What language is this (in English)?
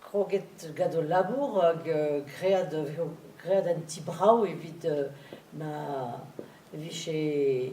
Breton